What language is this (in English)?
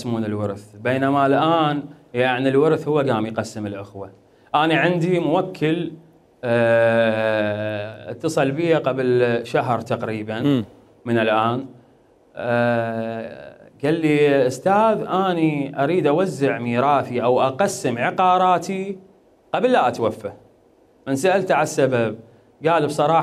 Mesopotamian Arabic